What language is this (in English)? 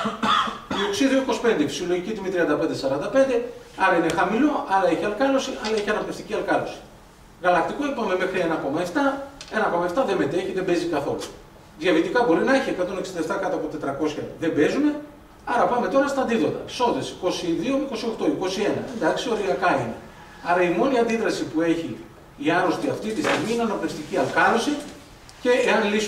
Greek